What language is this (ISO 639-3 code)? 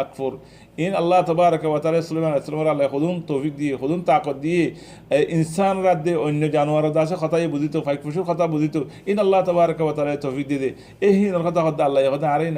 rhg